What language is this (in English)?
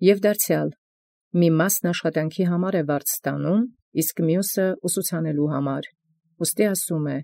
Armenian